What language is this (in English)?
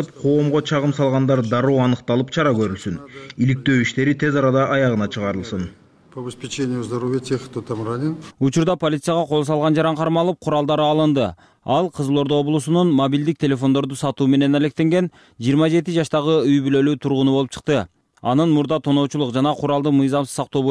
Kyrgyz